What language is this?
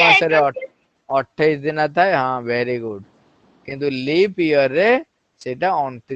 Odia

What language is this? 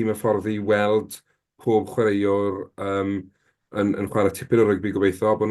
Welsh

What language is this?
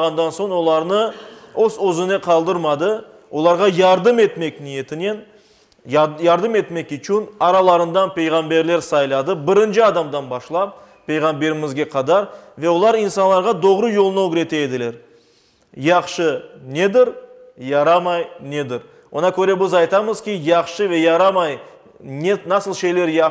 Crimean Tatar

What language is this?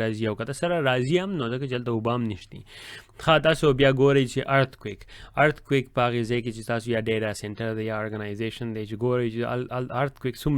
Pashto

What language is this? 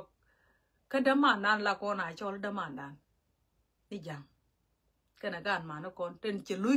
Nuer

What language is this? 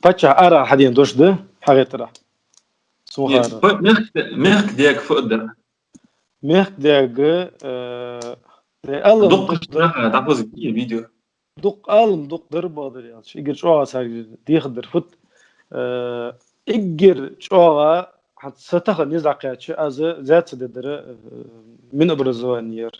Ingush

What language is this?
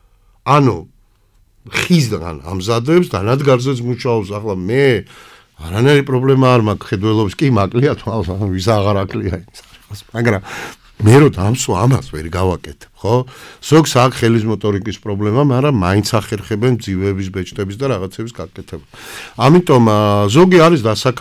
Georgian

